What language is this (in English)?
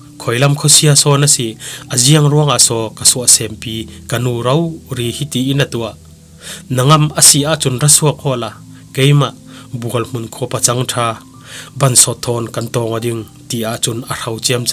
Falam Chin